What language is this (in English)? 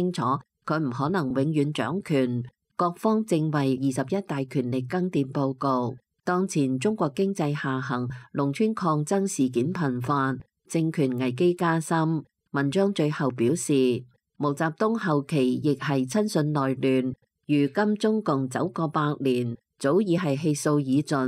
Cantonese